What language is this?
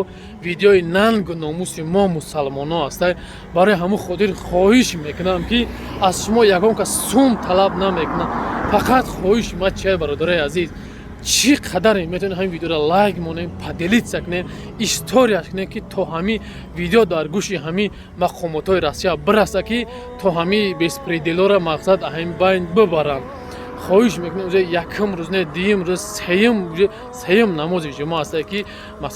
Tajik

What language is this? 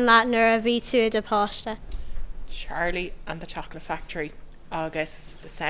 Irish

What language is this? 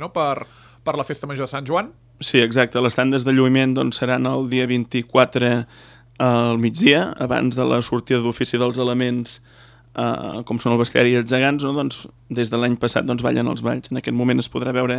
Catalan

